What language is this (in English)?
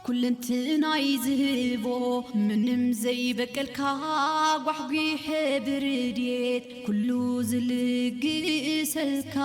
Tigrinya